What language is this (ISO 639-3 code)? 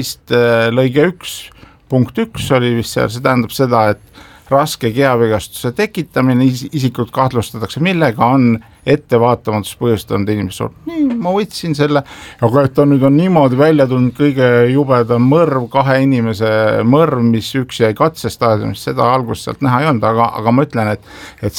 est